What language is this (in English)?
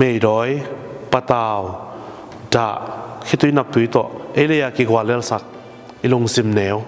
Tedim Chin